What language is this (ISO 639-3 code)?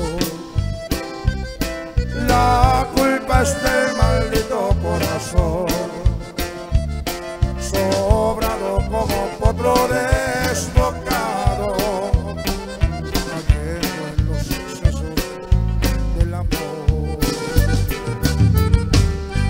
spa